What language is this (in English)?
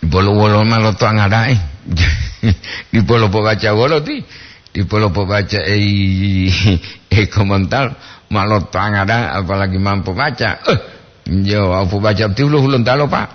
Gorontalo